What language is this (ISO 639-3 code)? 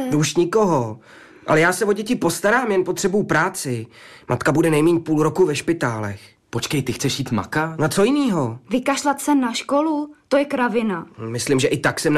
ces